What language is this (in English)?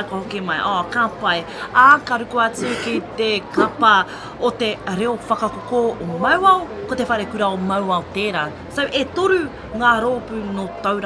Māori